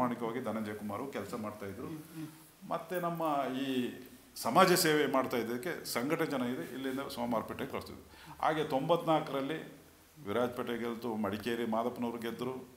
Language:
Kannada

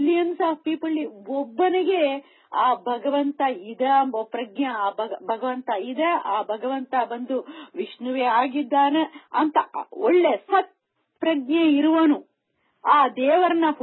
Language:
Kannada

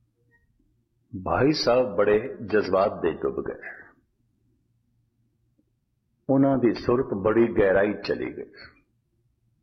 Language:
Punjabi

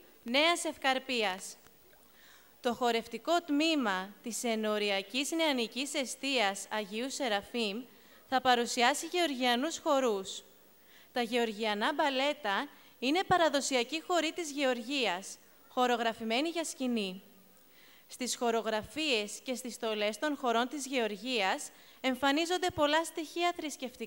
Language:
Greek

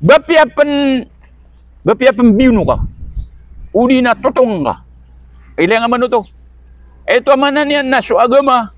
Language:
Maranao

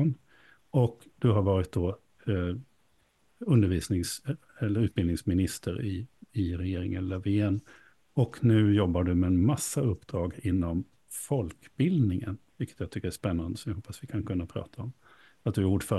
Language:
Swedish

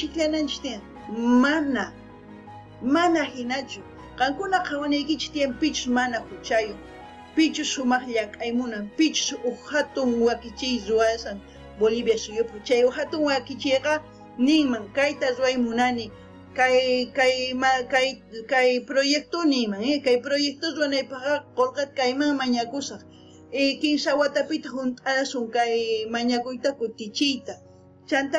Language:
South Bolivian Quechua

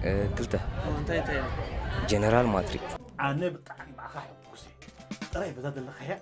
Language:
Tigrinya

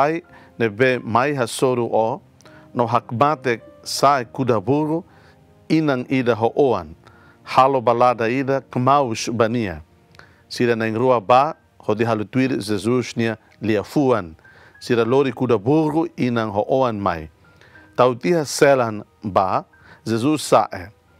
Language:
Tetum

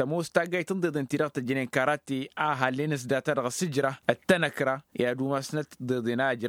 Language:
Tamasheq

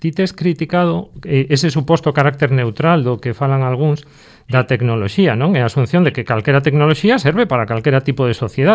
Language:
Galician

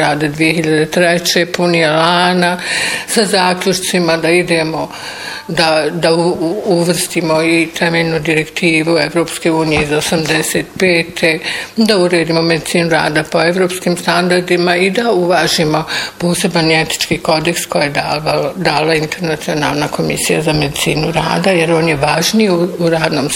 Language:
Bosnian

